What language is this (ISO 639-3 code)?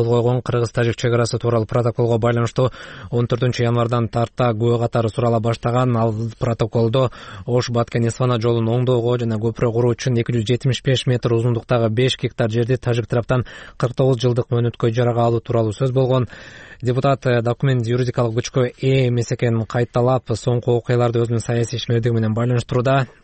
kir